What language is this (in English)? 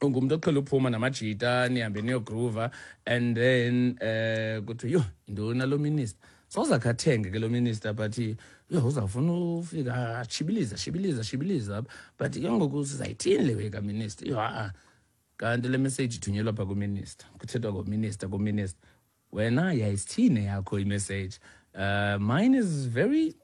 Xhosa